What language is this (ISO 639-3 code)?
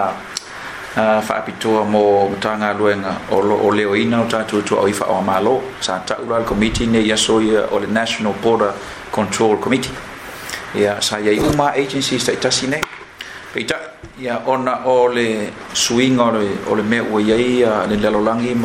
smo